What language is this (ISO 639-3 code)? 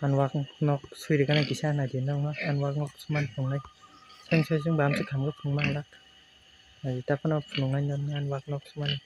trp